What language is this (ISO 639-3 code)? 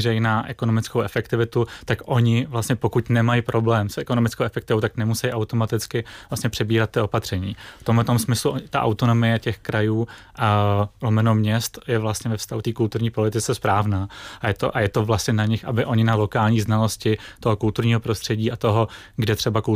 ces